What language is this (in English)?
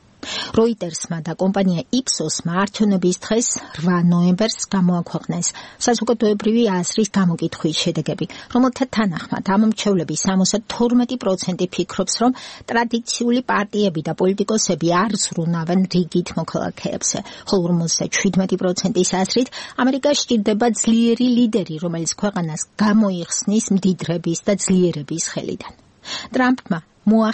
Georgian